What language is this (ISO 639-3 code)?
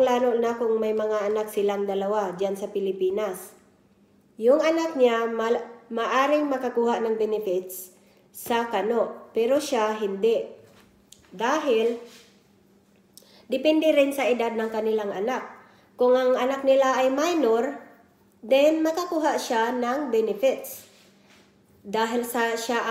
fil